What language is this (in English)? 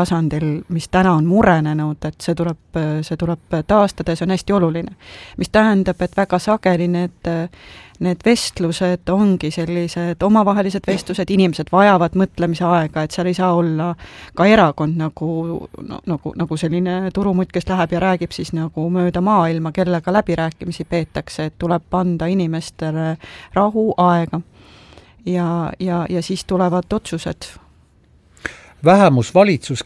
Estonian